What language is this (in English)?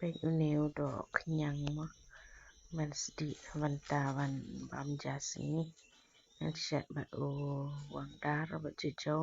Khasi